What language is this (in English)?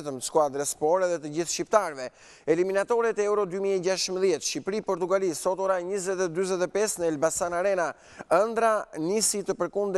Albanian